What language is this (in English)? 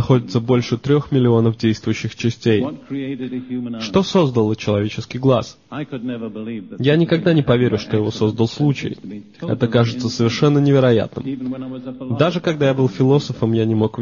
Russian